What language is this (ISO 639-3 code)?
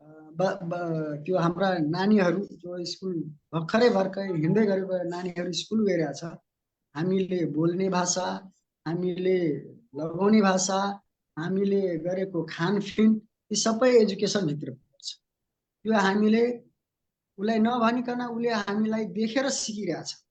nep